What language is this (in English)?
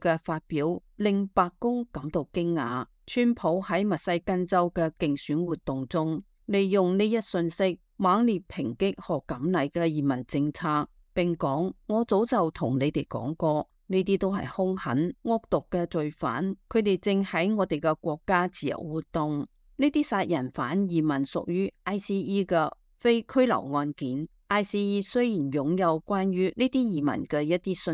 Cantonese